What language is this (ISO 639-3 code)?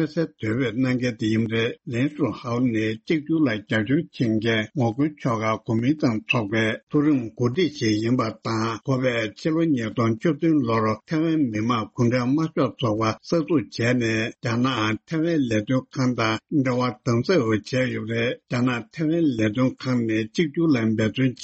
bod